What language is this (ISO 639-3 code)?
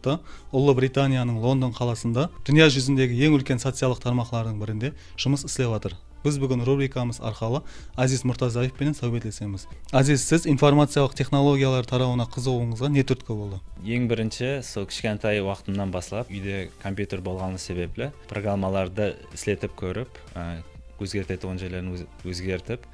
kaa